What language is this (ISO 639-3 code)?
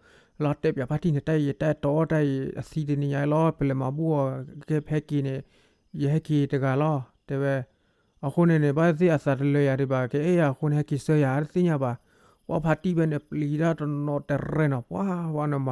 ksw